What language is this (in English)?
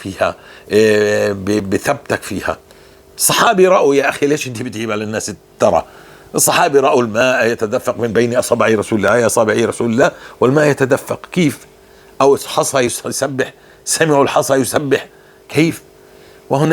North Levantine Arabic